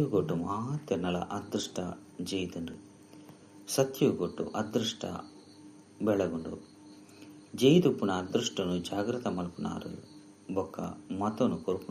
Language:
Tulu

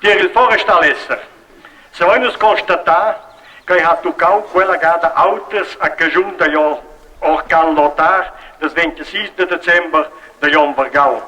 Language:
Romansh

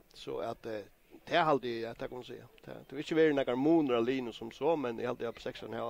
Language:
Faroese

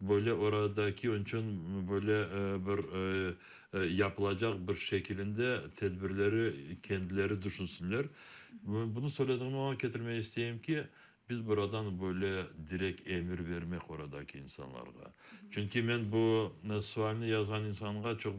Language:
Crimean Tatar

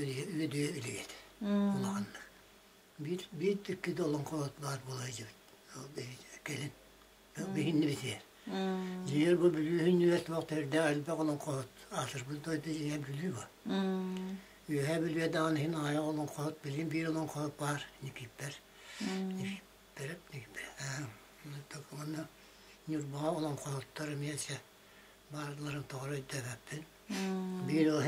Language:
Yakut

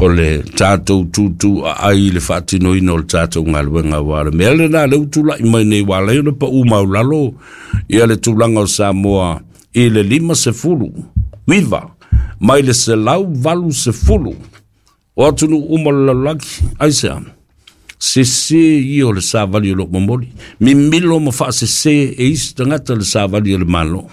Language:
Samoan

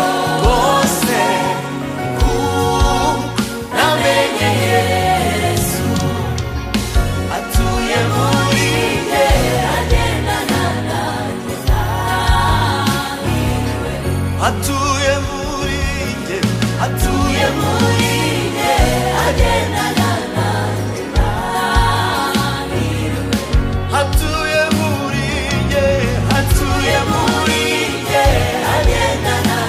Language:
Kinyarwanda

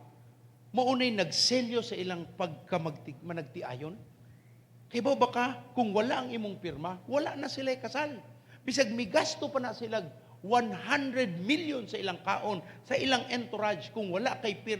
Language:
Cebuano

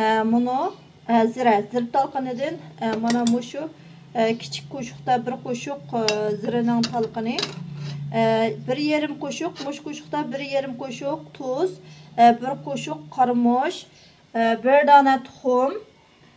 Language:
Uyghur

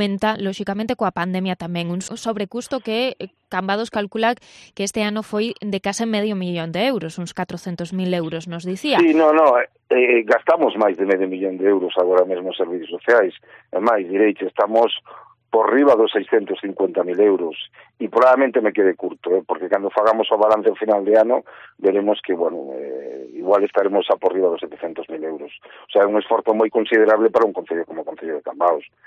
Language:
Galician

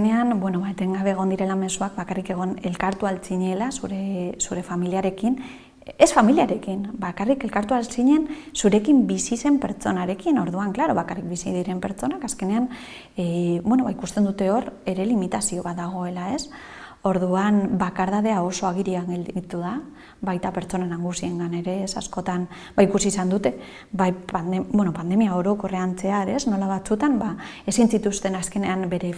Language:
Basque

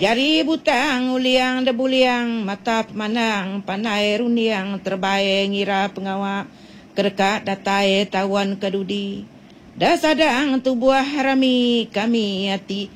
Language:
Iban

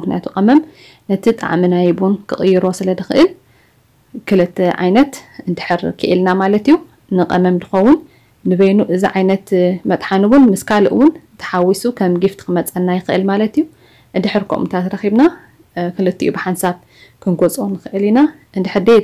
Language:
Tigrinya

